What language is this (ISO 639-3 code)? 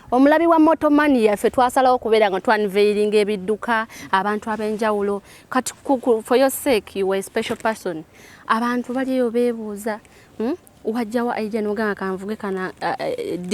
lug